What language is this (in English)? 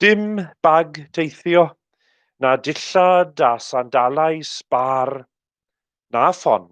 Welsh